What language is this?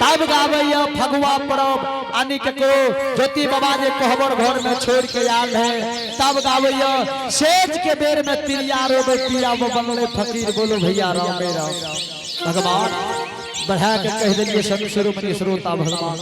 Angika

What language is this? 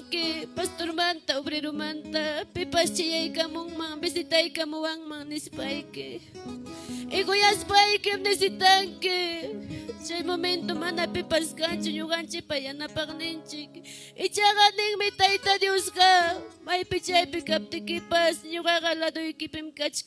Ayacucho Quechua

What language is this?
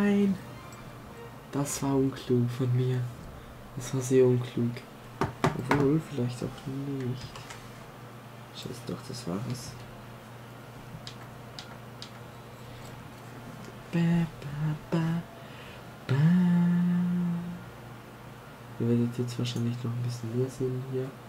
German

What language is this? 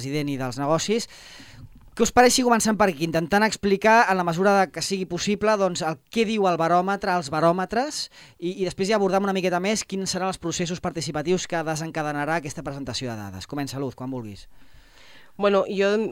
Catalan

